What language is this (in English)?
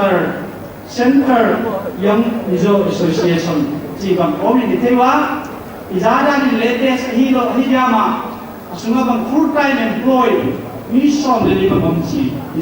Paite Chin